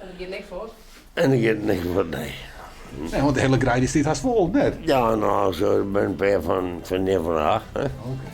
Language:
Western Frisian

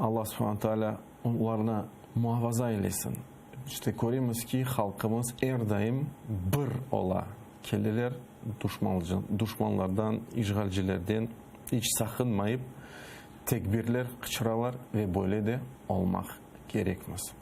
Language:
Crimean Tatar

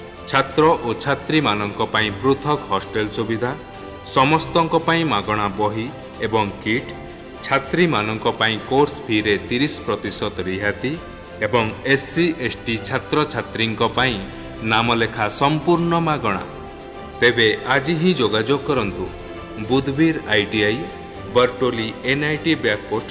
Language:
Odia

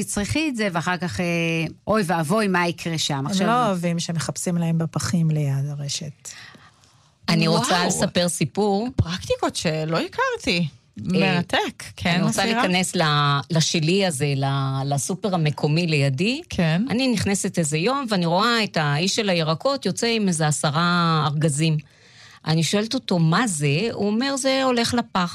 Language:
Hebrew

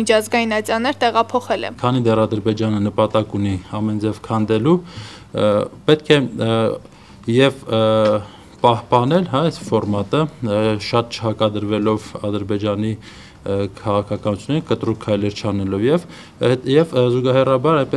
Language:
Armenian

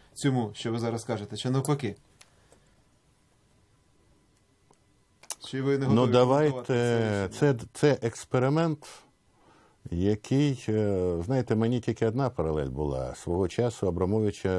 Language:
Ukrainian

